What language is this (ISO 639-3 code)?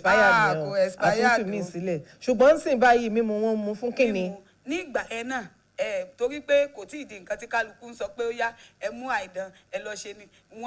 yor